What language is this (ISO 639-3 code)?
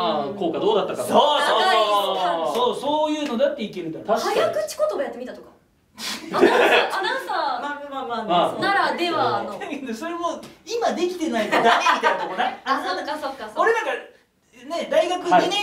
jpn